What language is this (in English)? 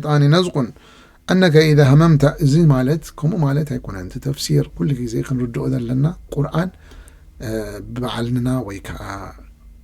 Tigrinya